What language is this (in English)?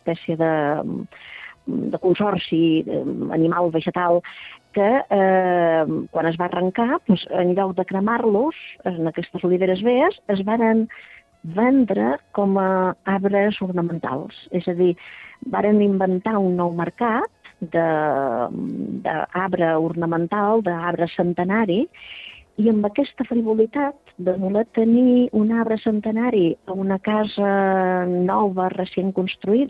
Catalan